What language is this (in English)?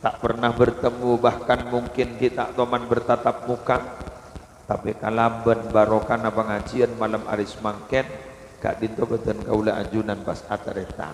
Madurese